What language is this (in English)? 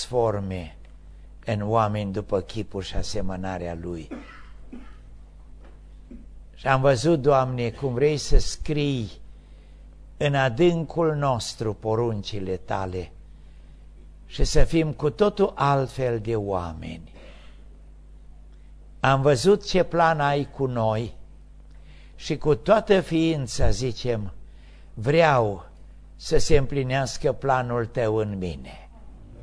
Romanian